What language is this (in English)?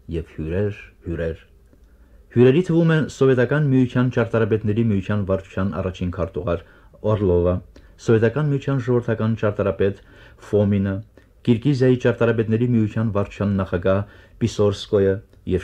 Armenian